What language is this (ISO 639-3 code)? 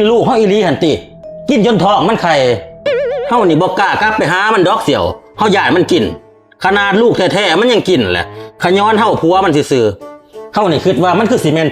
lao